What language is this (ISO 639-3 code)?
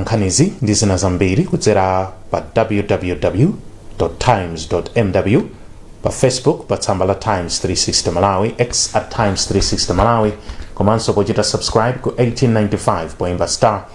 nya